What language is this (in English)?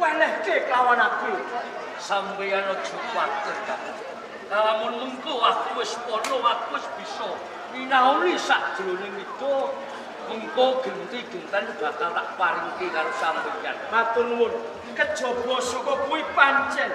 Javanese